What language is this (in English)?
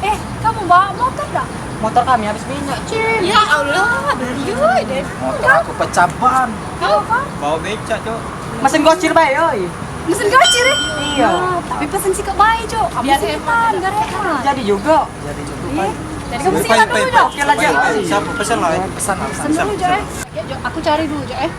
Musi